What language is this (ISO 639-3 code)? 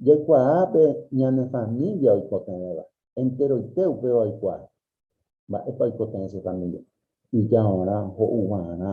grn